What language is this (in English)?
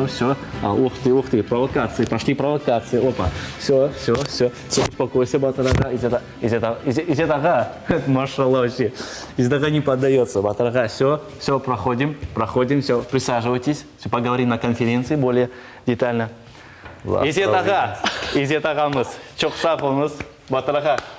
Crimean Tatar